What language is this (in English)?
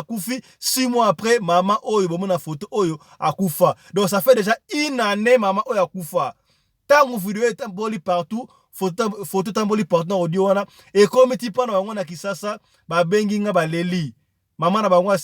Lingala